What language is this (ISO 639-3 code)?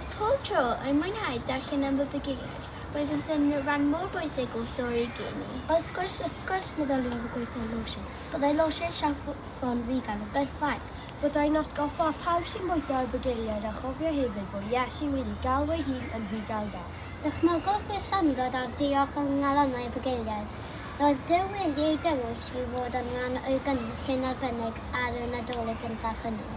cym